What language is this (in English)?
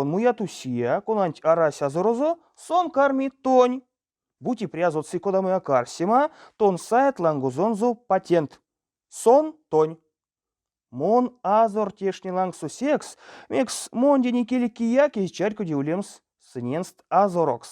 Erzya